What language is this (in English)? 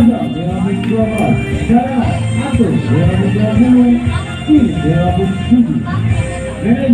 Ambonese Malay